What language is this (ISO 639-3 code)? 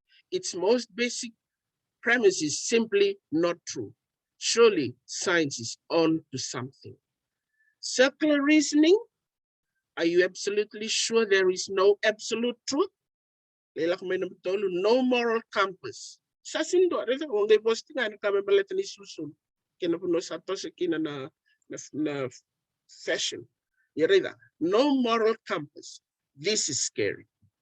fij